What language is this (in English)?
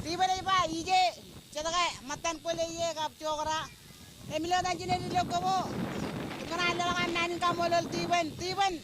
Marshallese